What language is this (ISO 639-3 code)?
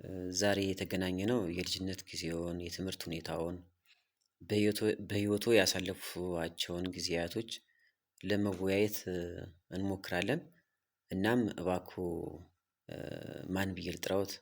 amh